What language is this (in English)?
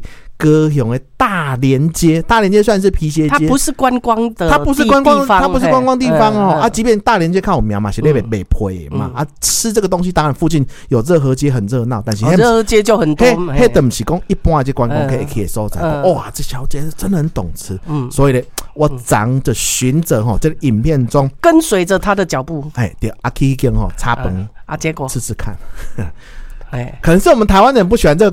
Min Nan Chinese